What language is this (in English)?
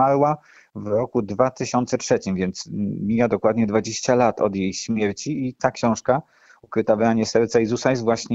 Polish